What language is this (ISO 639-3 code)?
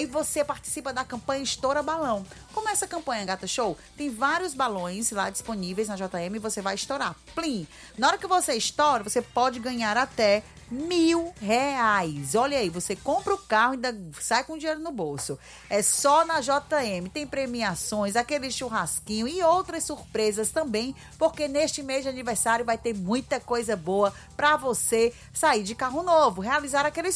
por